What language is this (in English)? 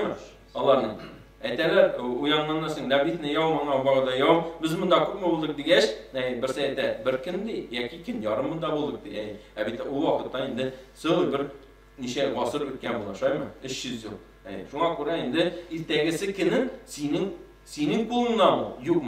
Tatar